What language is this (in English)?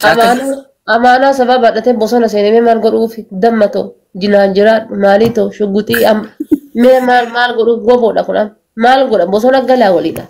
Oromo